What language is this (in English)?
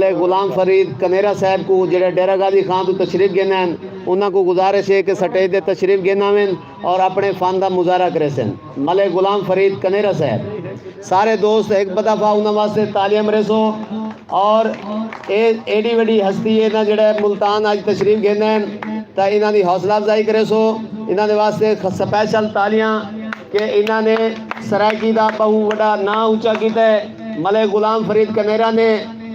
Saraiki